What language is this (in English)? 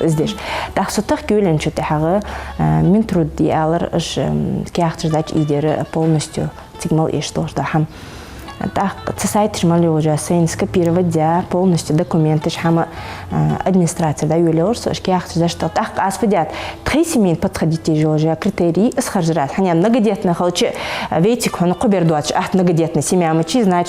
Ingush